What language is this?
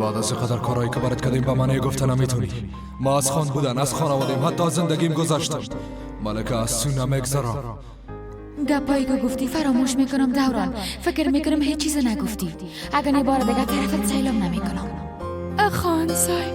Persian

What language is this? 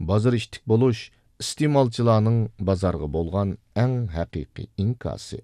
Uyghur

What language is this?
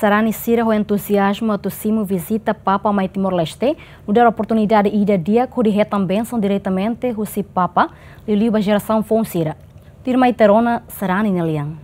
Tetum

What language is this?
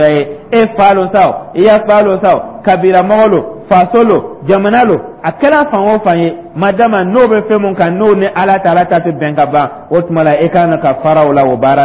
Dyula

